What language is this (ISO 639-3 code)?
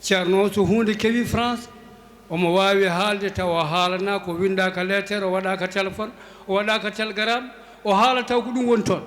ful